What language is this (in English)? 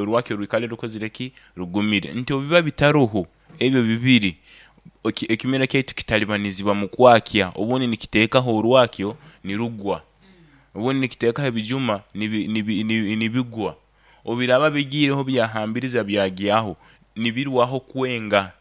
Nyankole